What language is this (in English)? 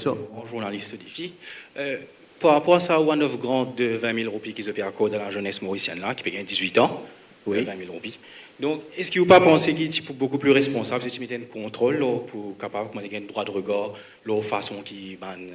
Morisyen